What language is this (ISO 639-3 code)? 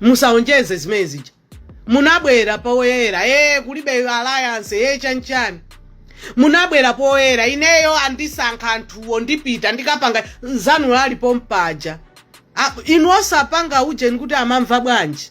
nya